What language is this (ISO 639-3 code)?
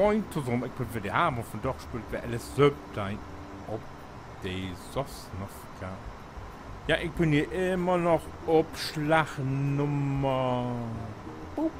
nds